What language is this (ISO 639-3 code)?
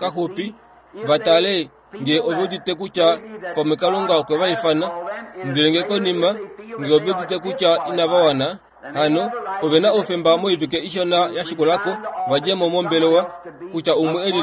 kua